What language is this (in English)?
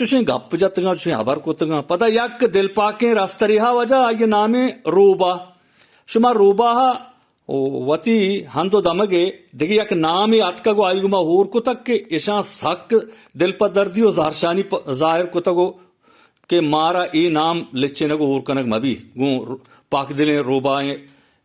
Eastern Balochi